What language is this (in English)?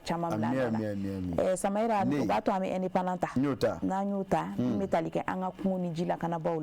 Bambara